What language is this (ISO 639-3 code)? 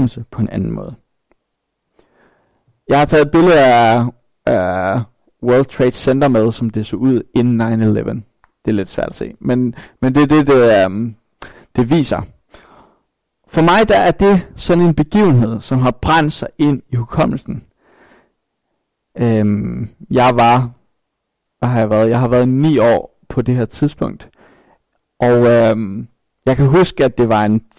dan